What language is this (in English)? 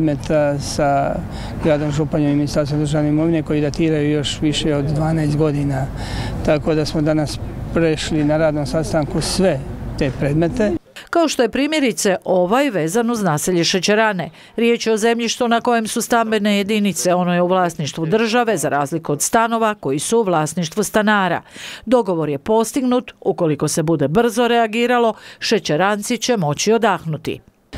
Croatian